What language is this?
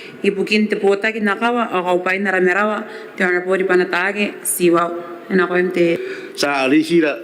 Gilbertese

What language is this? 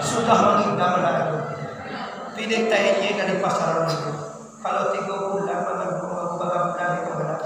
Minangkabau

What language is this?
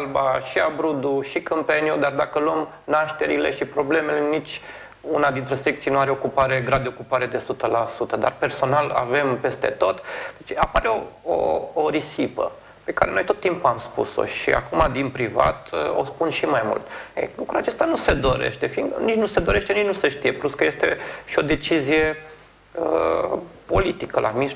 Romanian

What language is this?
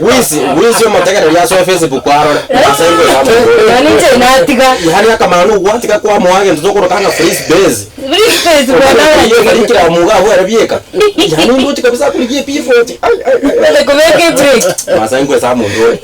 Gusii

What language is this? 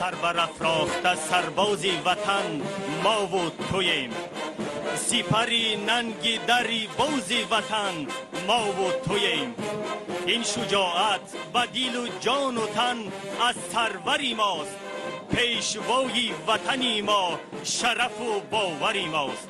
Tajik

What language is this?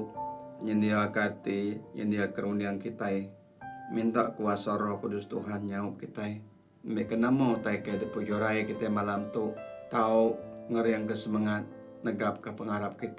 Iban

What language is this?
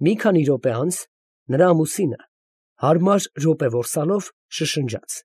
Armenian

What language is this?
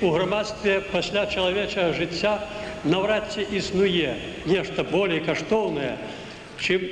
Belarusian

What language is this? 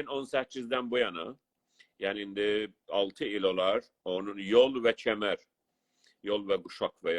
South Azerbaijani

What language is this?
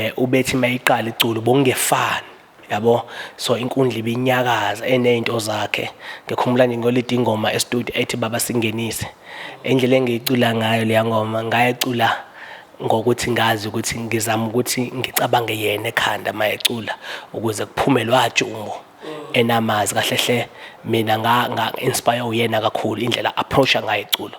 Zulu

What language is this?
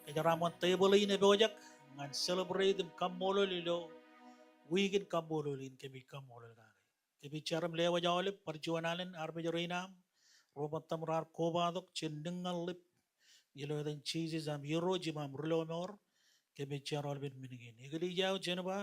Marshallese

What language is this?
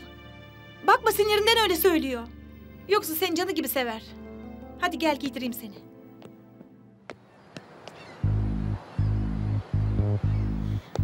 Turkish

